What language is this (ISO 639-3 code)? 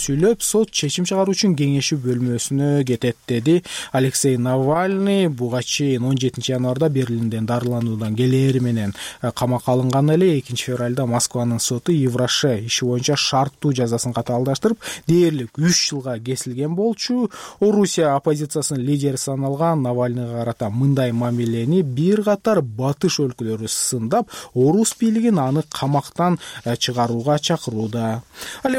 kir